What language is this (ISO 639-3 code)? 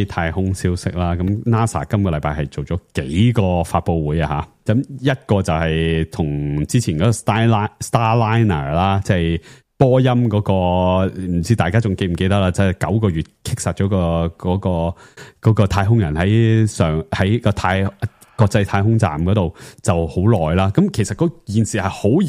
yue